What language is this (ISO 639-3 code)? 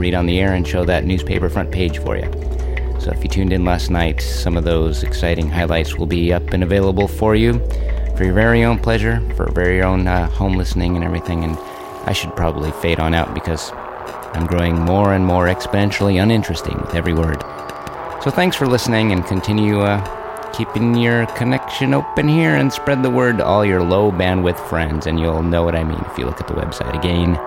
eng